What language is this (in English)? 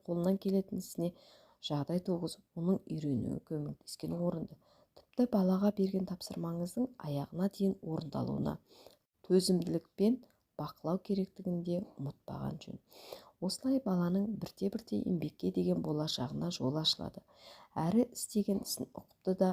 Kazakh